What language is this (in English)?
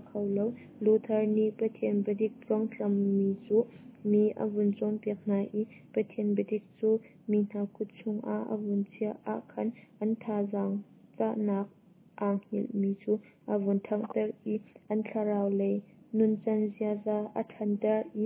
Hakha Chin